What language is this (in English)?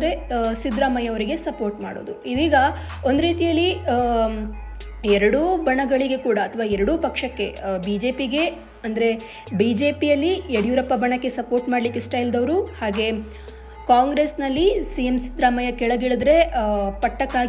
Kannada